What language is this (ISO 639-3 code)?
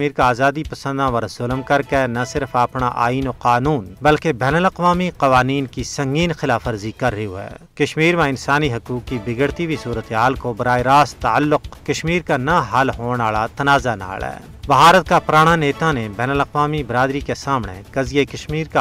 gju